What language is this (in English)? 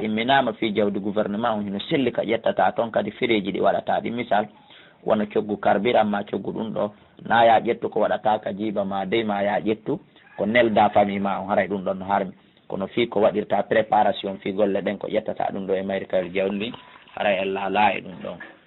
Fula